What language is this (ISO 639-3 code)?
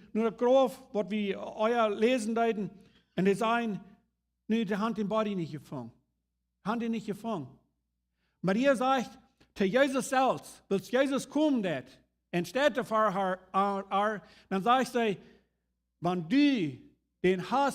pdt